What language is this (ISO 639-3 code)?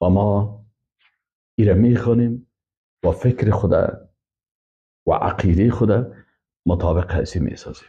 fas